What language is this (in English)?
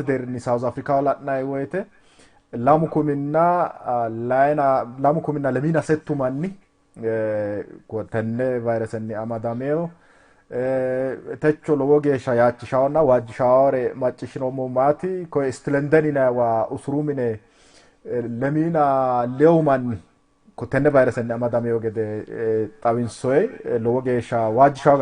Sidamo